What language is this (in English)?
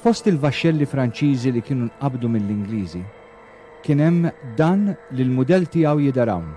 Maltese